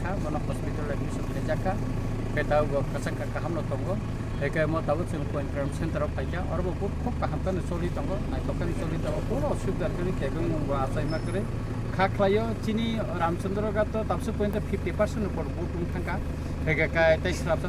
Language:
Kok Borok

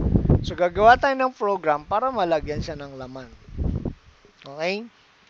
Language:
Filipino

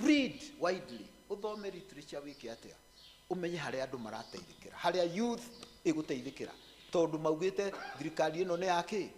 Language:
Kikuyu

